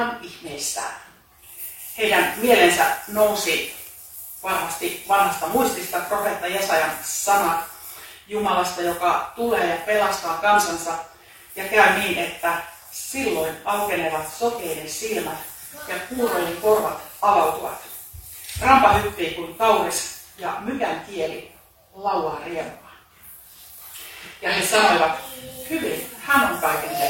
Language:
Finnish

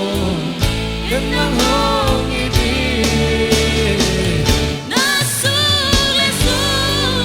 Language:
Tedim Chin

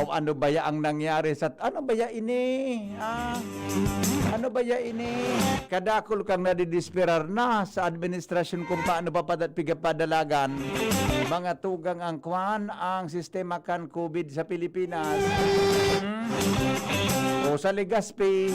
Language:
Bikol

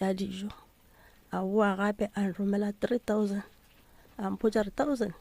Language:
Northern Sotho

